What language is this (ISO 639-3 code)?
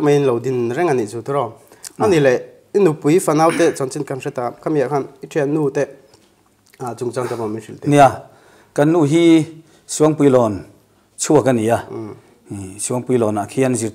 lus